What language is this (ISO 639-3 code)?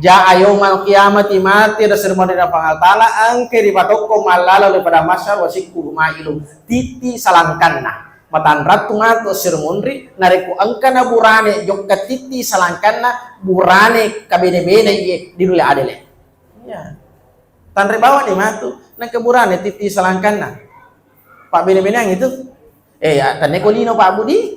bug